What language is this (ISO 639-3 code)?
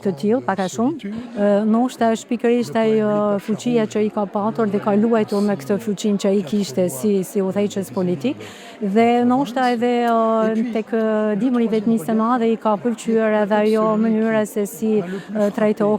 sqi